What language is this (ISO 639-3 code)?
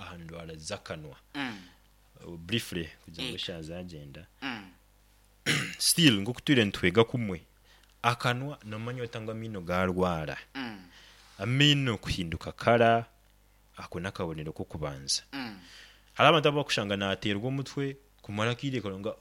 nyo